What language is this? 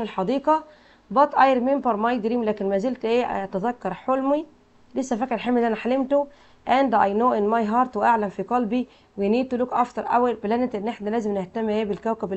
Egyptian Arabic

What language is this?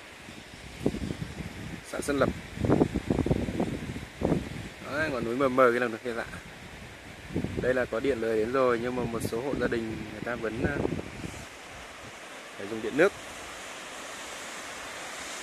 Vietnamese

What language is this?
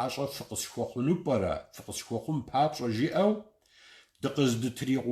Kabardian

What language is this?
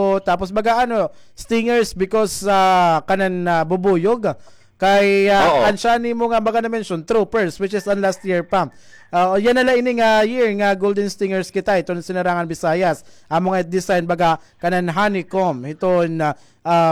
Waray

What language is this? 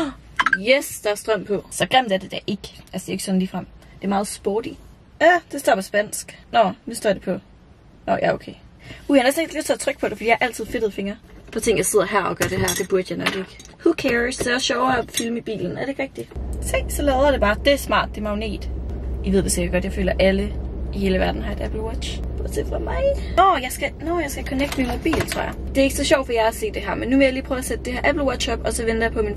Danish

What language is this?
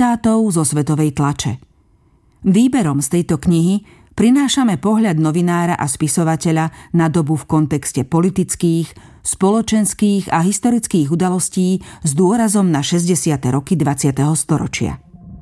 Slovak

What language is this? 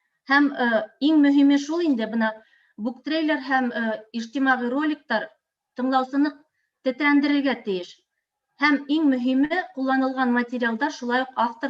Bashkir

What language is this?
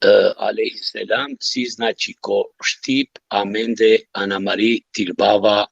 Balkan Romani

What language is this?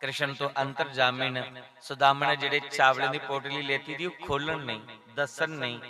Dogri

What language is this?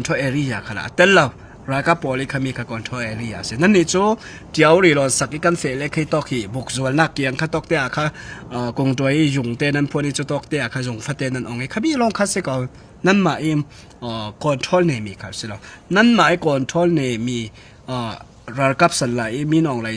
Falam Chin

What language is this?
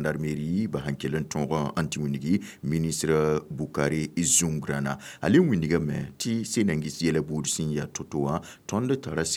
Mossi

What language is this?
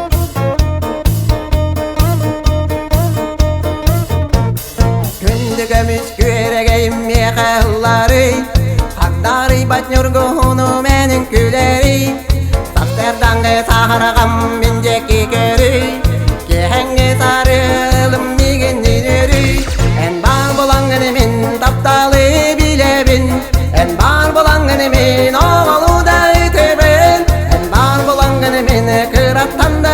Yakut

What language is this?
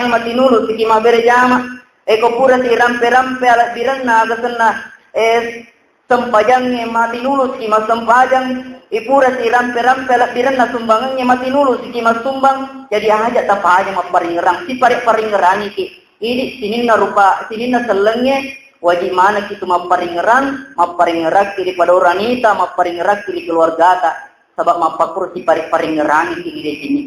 Buginese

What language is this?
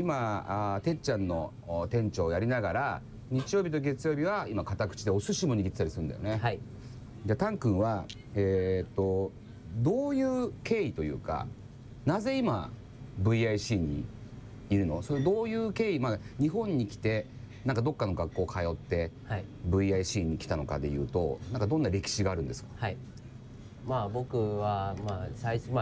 Japanese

